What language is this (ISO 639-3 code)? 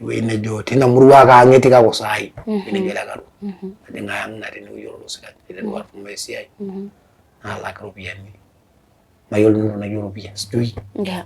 mas